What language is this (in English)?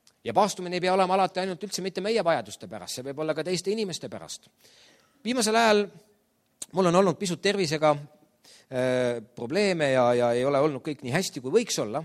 Estonian